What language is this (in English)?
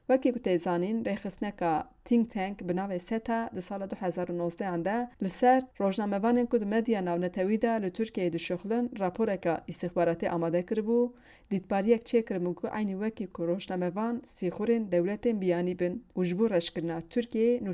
Kurdish